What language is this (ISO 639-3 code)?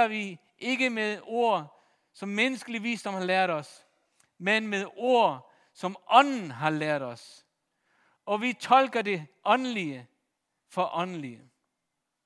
dan